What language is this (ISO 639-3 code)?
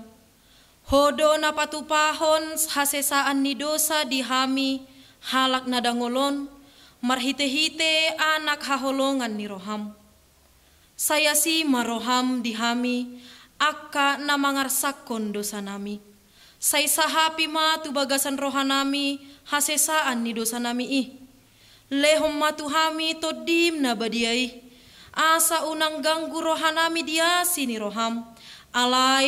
bbc